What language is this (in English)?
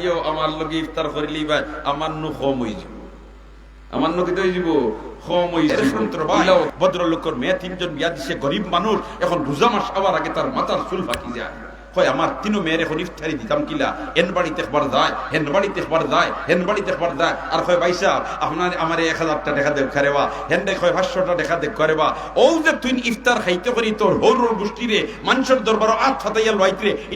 Sylheti